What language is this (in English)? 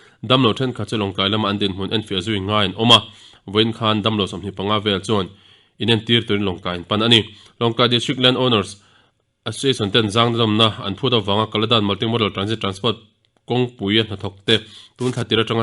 Mizo